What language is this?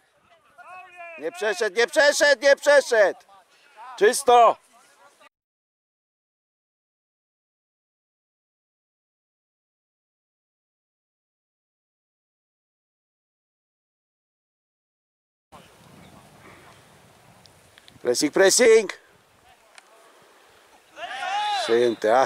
Polish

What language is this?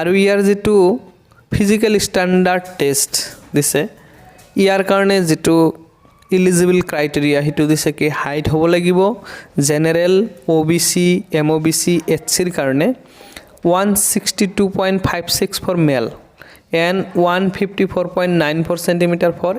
Assamese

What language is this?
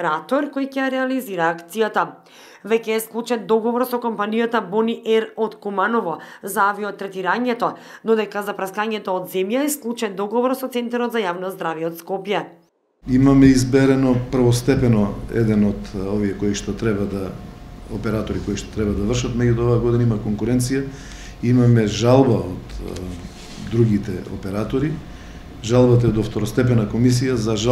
Macedonian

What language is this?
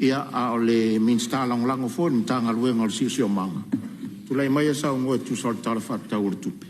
Samoan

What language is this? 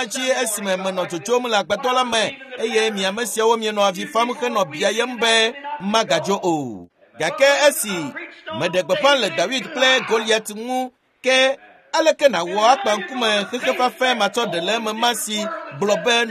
Ewe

